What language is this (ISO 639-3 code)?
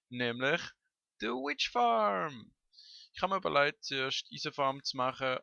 gsw